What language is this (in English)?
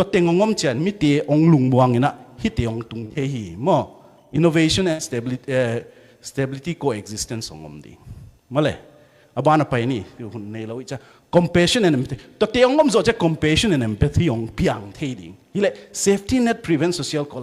Tedim Chin